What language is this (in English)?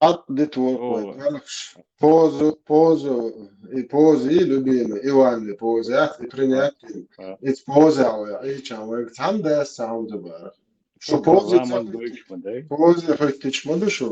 Chechen